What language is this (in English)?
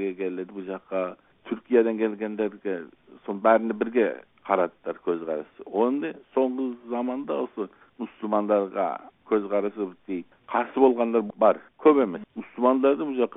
Kazakh